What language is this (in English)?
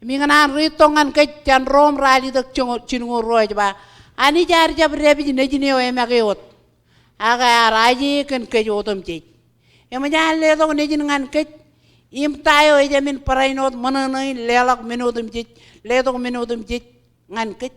Marshallese